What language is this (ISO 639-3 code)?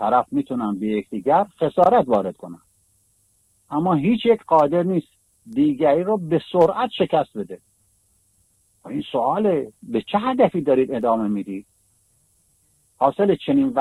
fas